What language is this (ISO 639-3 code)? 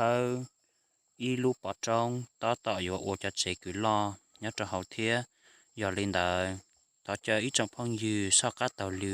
hmn